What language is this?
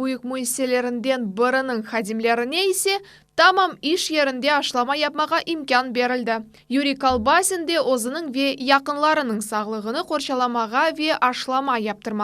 Crimean Tatar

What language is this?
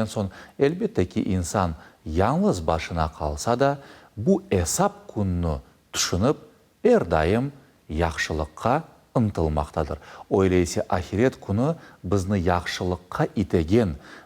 Crimean Tatar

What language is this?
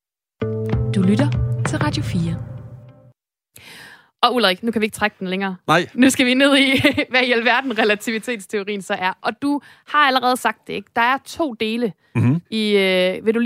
Danish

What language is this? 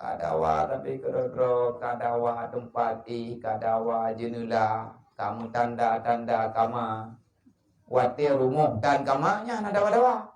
Achinese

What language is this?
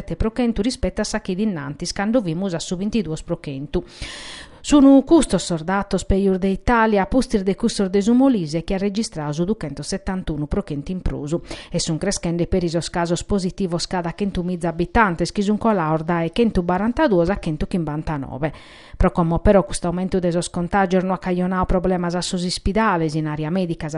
Sardinian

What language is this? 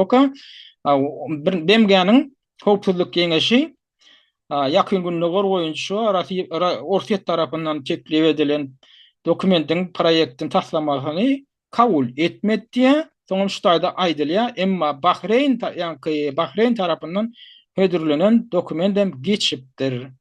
Turkmen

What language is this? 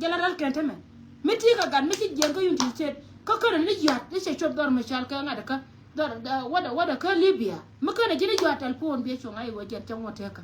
Nuer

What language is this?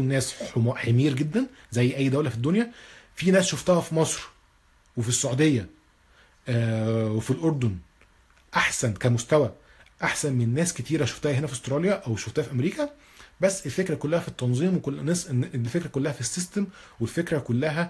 Egyptian Arabic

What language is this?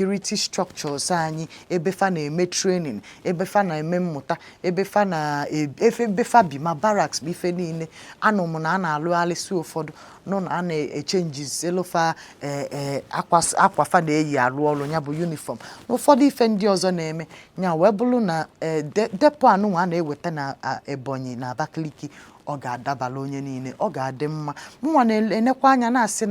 Igbo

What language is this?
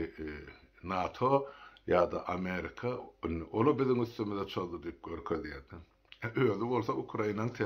Turkmen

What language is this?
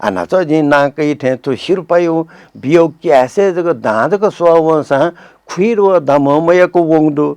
Newari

